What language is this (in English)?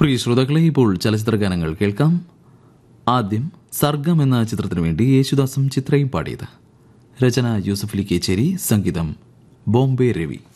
Malayalam